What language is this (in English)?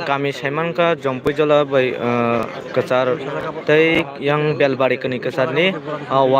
Kok Borok